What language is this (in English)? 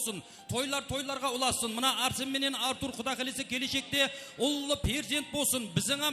Kara-Kalpak